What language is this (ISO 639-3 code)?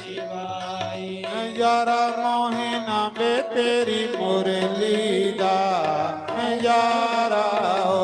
doi